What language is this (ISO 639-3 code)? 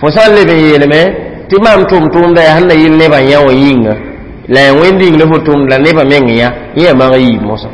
mos